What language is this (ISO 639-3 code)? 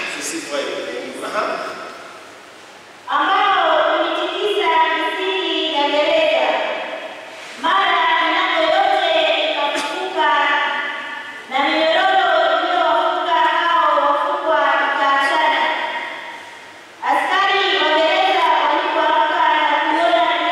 swa